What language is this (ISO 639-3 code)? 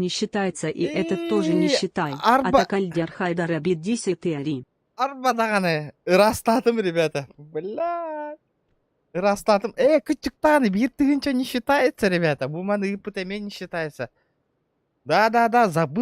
sah